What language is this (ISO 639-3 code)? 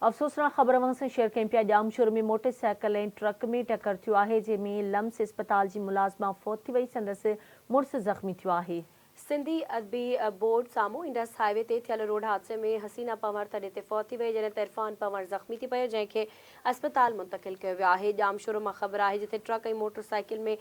snd